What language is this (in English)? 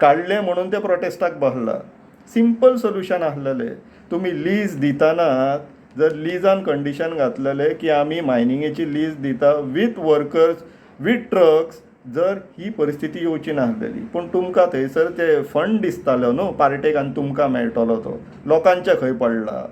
Konkani